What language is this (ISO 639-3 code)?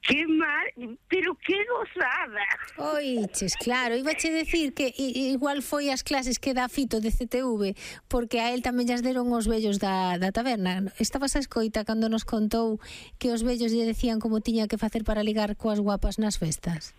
glg